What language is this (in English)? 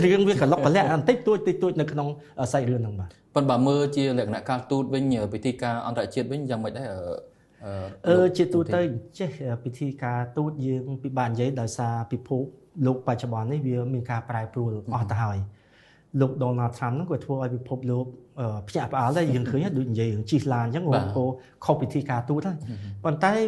Khmer